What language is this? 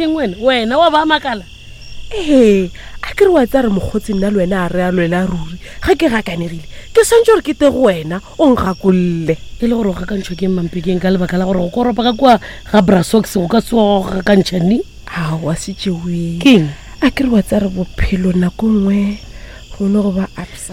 Northern Sotho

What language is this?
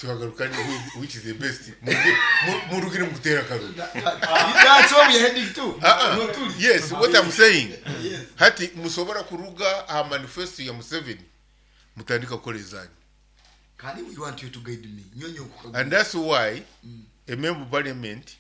Nyoro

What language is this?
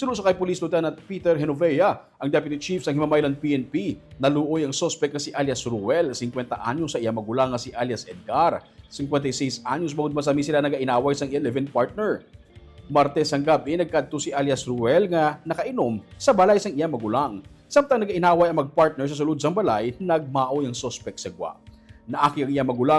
Hiligaynon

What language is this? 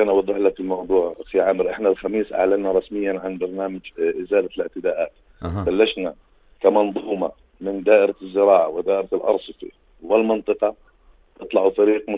North Levantine Arabic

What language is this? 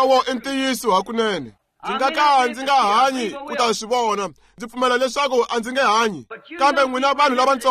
Tsonga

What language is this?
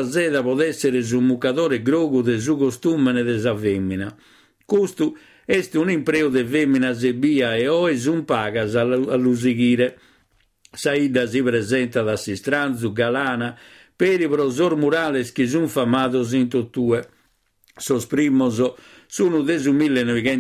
Sardinian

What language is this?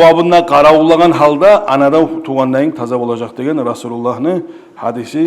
Kumyk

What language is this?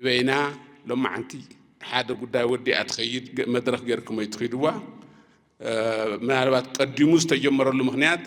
Tigrinya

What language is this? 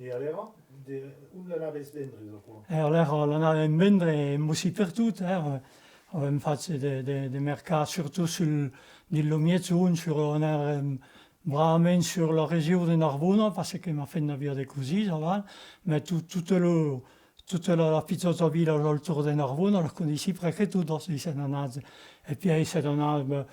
Occitan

